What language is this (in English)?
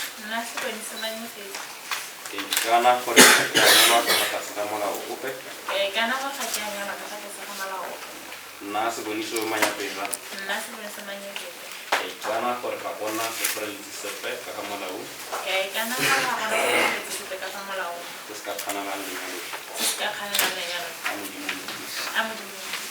Tswana